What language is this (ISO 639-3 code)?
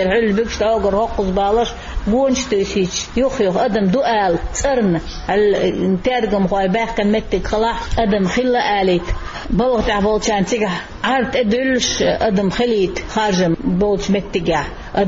che